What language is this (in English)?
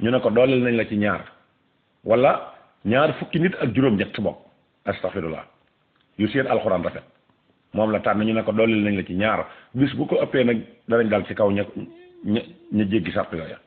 Wolof